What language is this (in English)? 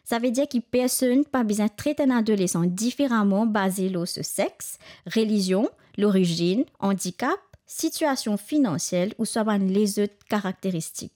Morisyen